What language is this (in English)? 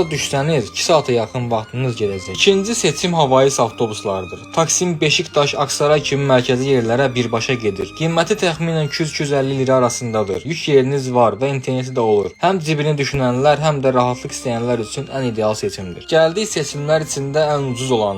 Azerbaijani